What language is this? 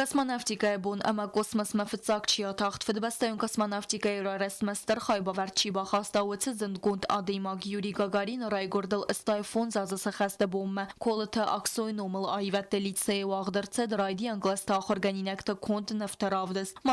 Ossetic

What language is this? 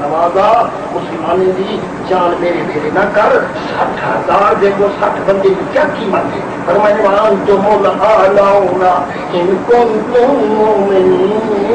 Saraiki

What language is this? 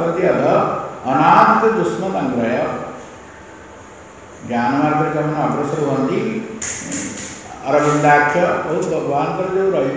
Odia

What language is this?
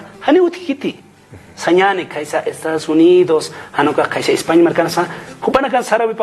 Aymara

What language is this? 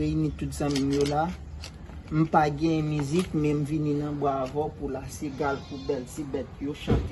Haitian Creole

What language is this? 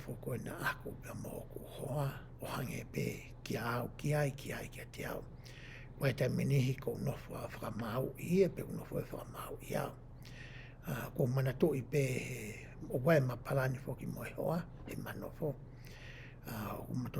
Tongan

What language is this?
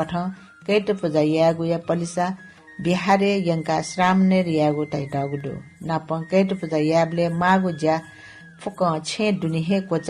Newari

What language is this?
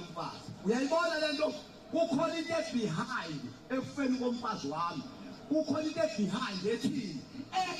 Zulu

